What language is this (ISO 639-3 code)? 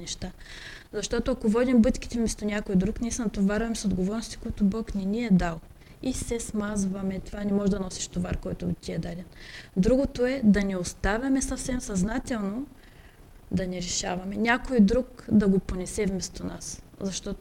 bul